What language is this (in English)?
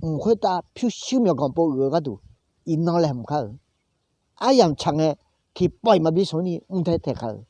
Akha